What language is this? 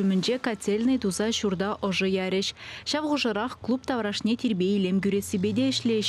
Chuvash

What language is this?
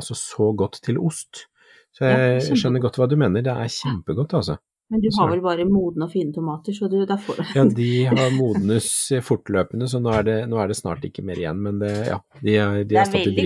Norwegian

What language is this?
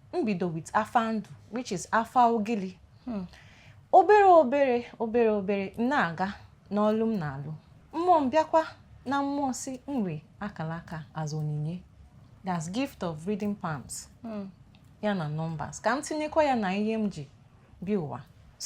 Igbo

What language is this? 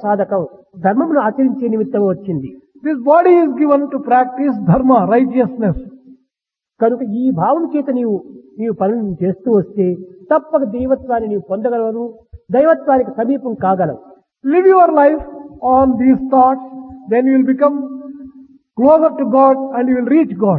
Telugu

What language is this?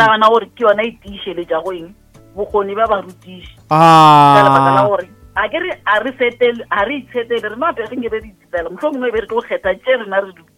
Northern Sotho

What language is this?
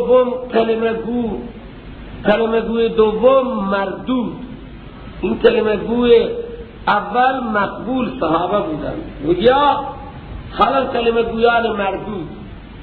Persian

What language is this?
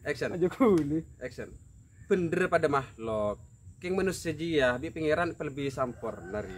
Madurese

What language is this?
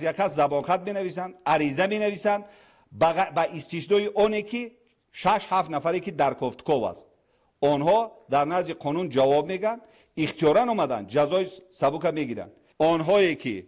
Tajik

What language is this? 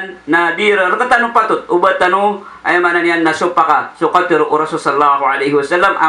Maranao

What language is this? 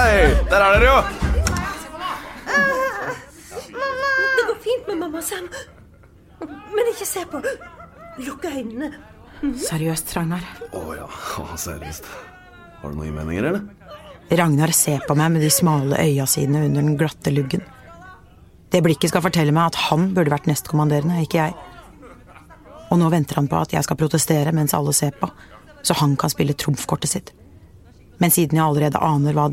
Norwegian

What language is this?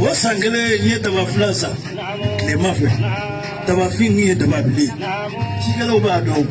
Bambara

